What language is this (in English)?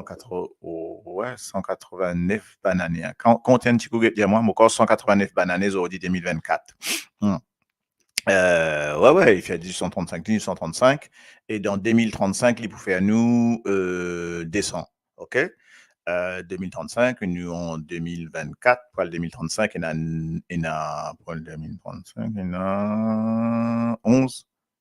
Morisyen